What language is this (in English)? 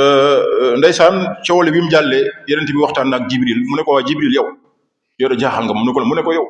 Wolof